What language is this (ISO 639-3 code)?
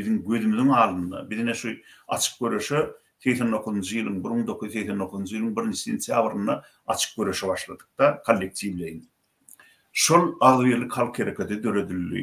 tuk